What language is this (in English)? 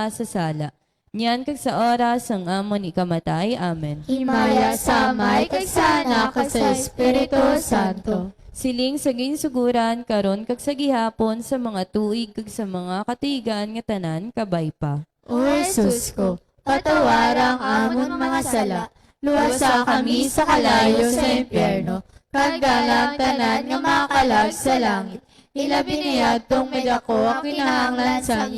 Hiligaynon